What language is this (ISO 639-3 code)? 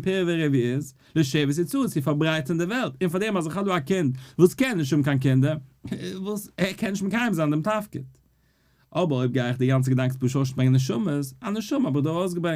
yid